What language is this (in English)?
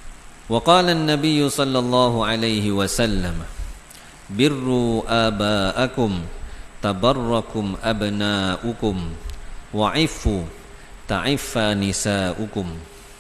Malay